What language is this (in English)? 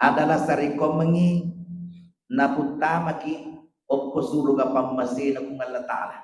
Buginese